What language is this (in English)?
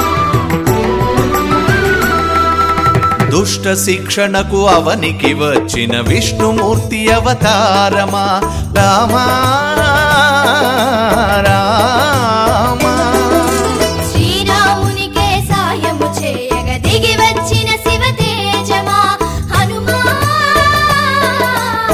Telugu